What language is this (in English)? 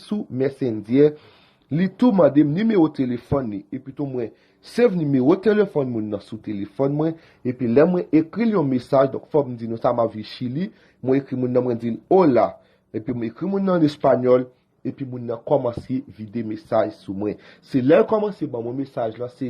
Haitian Creole